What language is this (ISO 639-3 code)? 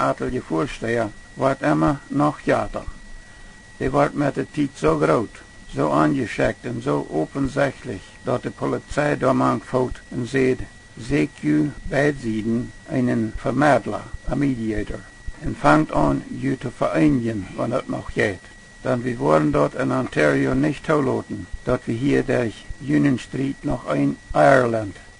pdt